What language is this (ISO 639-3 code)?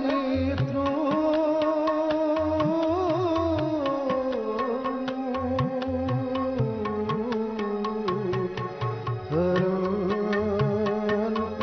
kas